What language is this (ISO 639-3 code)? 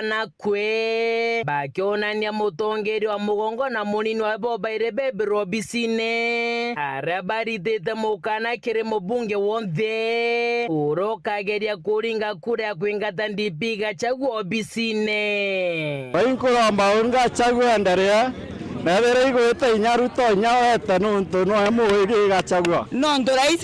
mer